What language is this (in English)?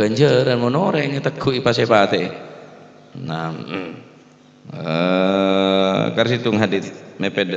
Madurese